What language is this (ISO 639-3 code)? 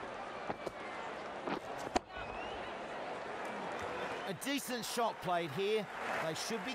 eng